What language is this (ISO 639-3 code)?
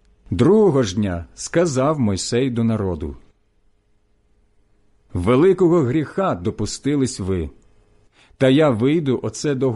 ukr